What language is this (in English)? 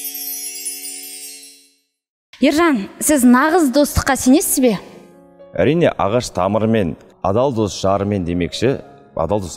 Kazakh